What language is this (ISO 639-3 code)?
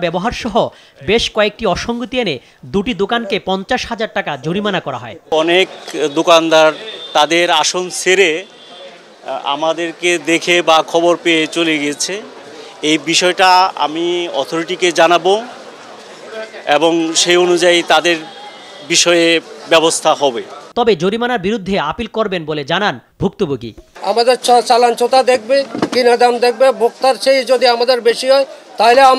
ben